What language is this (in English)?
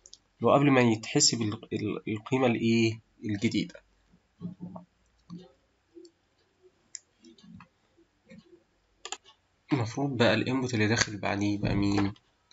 Egyptian Arabic